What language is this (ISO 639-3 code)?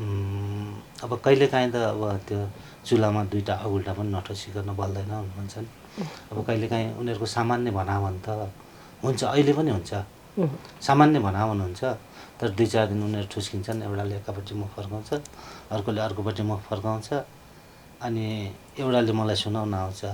nep